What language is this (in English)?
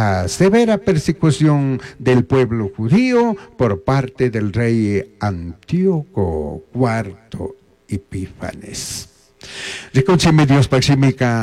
Chimborazo Highland Quichua